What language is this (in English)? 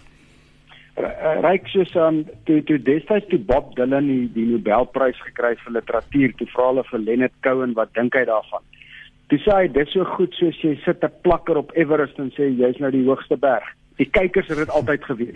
Afrikaans